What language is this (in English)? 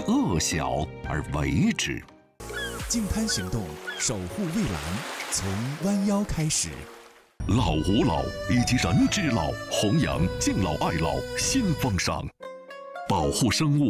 Chinese